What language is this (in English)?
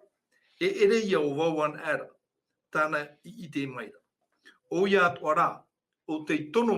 Tahitian